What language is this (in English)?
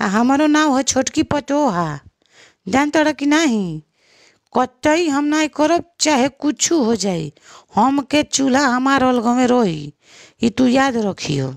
Bhojpuri